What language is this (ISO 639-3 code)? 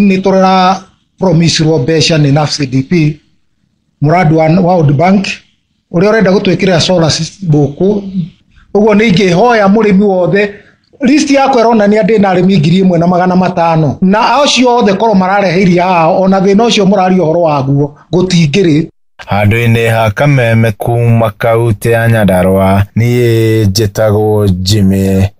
kik